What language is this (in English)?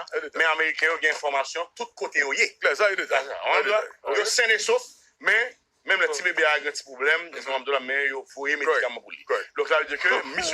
Haitian Creole